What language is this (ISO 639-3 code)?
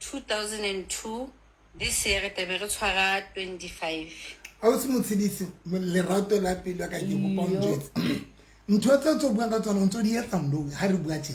sot